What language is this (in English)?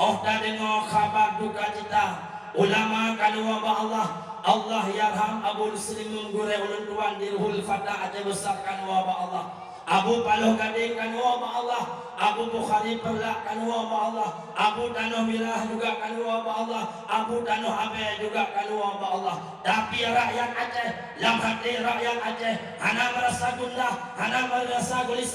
Achinese